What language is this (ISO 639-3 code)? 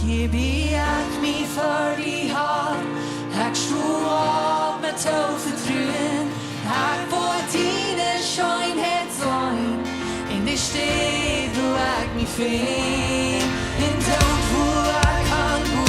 pdt